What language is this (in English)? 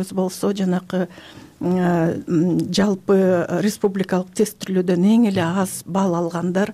Kyrgyz